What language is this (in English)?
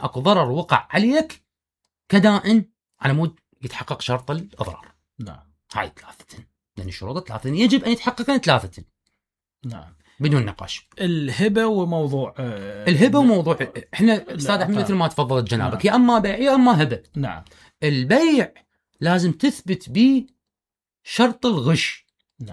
Mesopotamian Arabic